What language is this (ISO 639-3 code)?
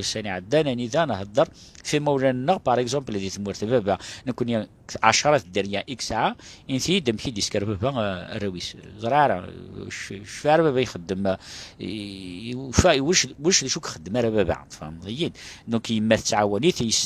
kab